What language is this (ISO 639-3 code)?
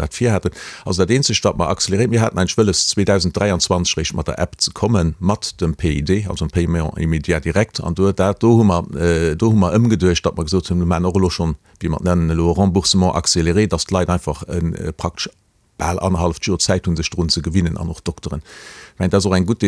ltz